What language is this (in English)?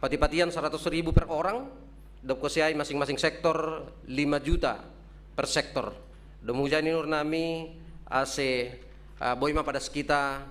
Batak Simalungun